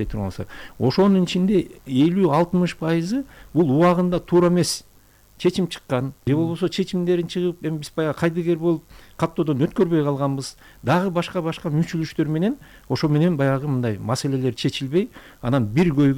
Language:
Kyrgyz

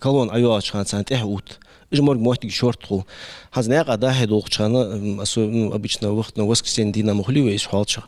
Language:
Ingush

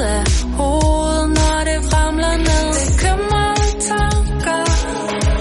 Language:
Danish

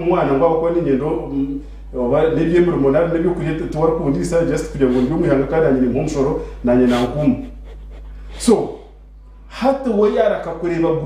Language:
Nyankole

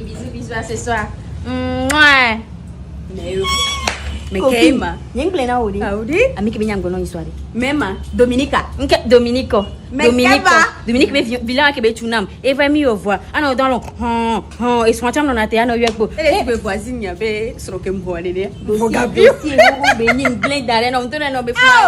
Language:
Ewe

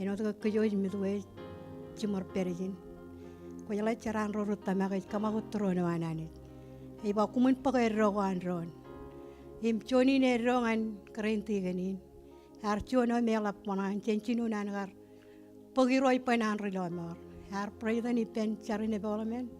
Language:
Marshallese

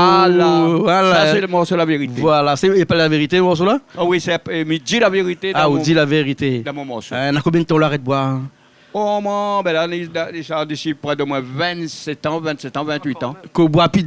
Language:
Réunion Creole French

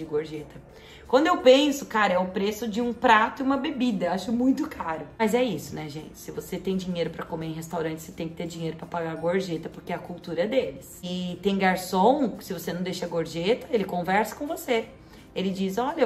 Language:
Portuguese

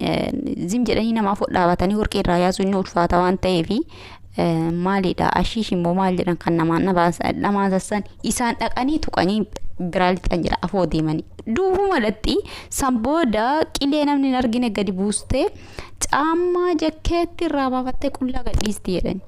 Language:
Oromo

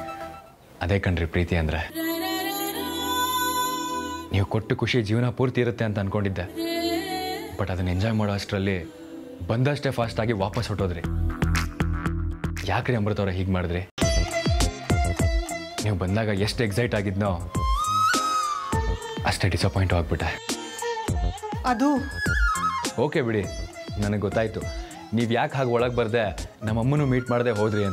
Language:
Kannada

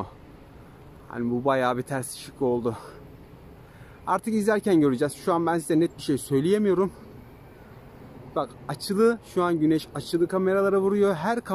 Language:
Turkish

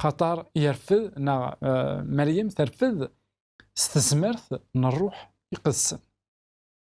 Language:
Kabyle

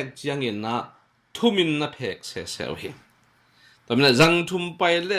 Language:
Tedim Chin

